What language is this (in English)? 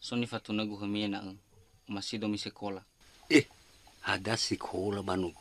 Nias